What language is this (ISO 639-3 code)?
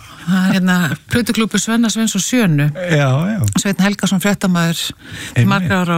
isl